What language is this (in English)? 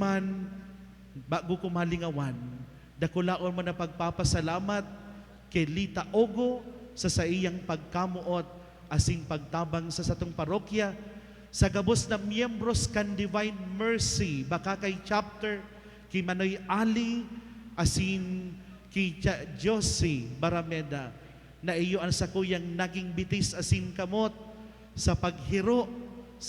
Bikol